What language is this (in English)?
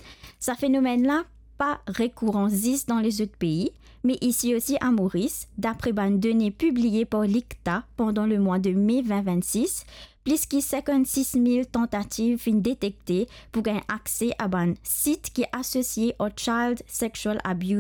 Morisyen